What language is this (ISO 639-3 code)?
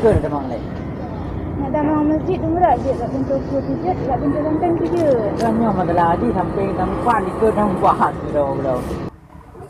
ace